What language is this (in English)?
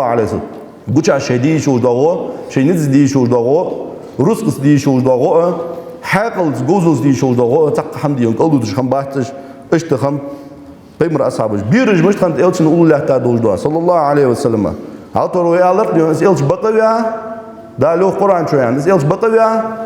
Ingush